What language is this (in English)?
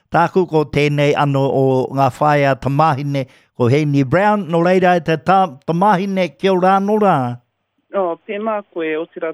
Māori